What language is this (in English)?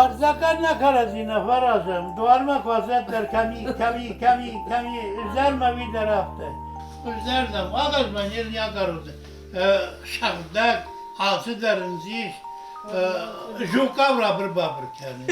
Ossetic